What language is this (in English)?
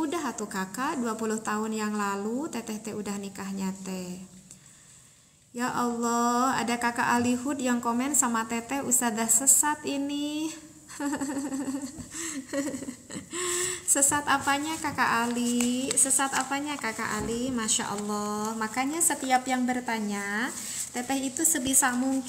Indonesian